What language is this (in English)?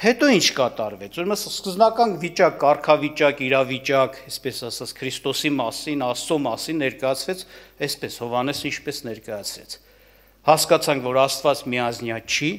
Armenian